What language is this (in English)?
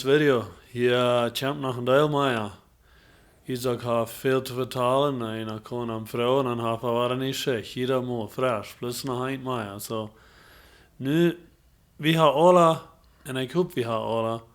Plautdietsch